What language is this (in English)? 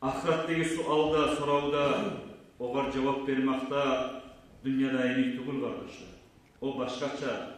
Kumyk